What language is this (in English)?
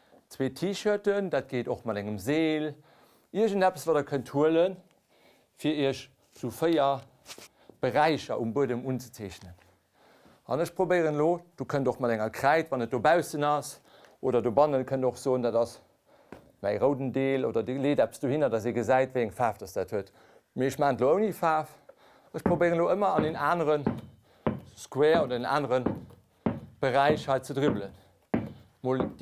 Luxembourgish